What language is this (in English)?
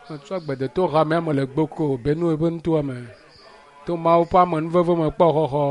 Ewe